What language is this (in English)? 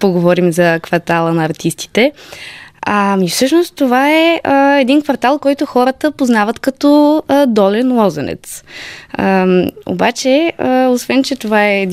Bulgarian